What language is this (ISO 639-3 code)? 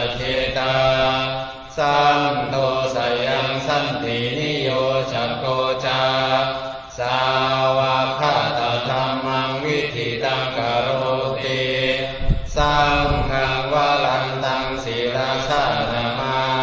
pli